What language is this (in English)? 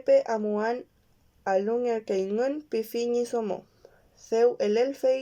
Mapuche